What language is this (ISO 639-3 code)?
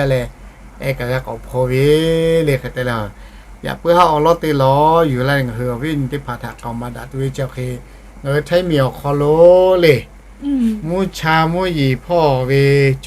lhu